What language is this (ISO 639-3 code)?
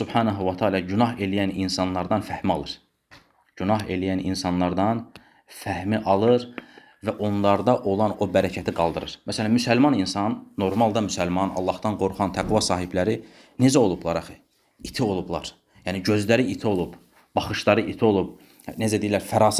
aze